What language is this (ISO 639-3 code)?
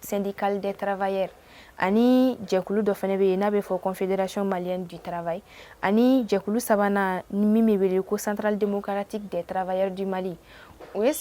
bam